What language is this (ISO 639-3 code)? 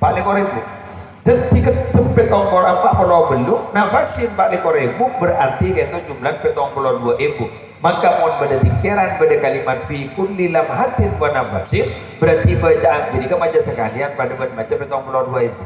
mad